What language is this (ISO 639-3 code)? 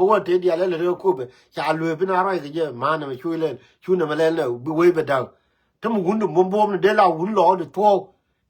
nus